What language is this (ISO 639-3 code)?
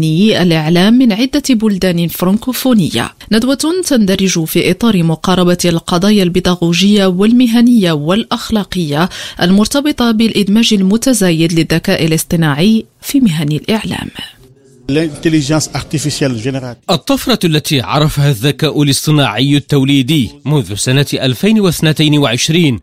ara